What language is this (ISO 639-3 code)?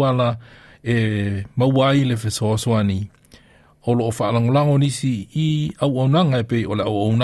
smo